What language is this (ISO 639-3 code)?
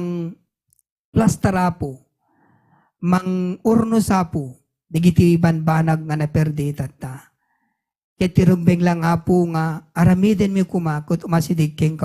ilo